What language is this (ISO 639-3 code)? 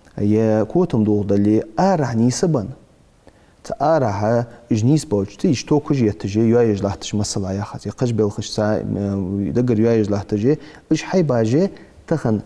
inh